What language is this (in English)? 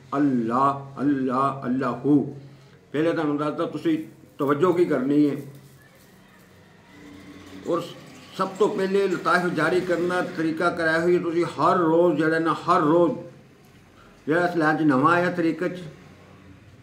Punjabi